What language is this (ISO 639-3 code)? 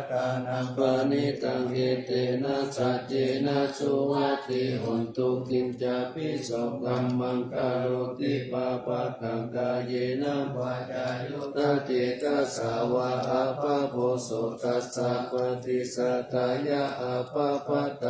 pli